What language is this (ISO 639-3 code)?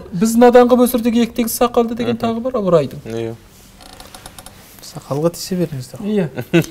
kaz